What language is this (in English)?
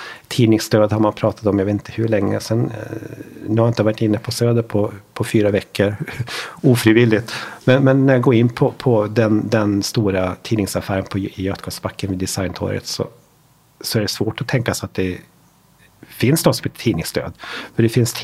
Swedish